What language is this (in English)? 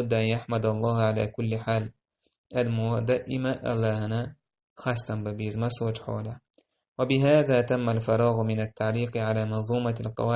Chechen